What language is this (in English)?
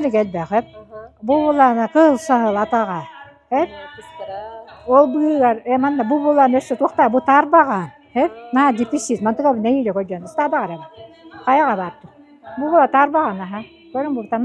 Yakut